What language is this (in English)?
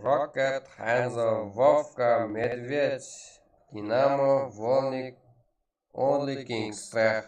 Kara-Kalpak